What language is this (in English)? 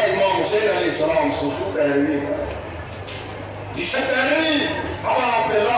Kashmiri